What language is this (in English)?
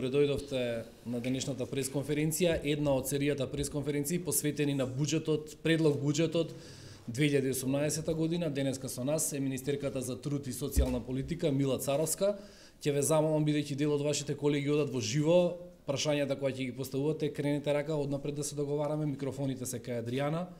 Macedonian